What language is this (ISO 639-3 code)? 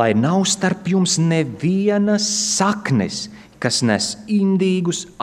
lav